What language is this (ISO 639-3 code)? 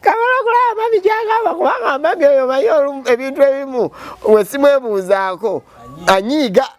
lug